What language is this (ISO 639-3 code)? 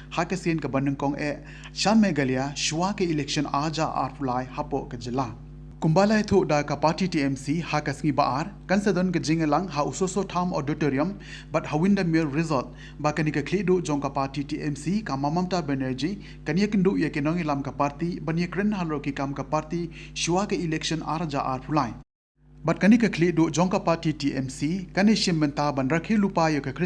kha